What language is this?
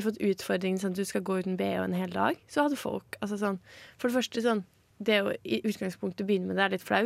Norwegian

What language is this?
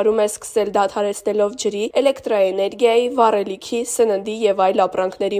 Armenian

